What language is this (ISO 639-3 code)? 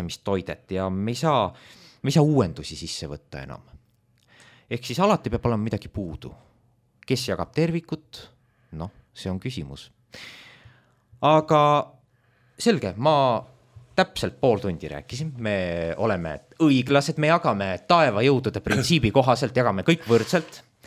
est